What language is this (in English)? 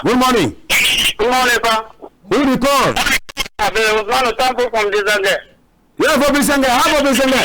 Cameroon Pidgin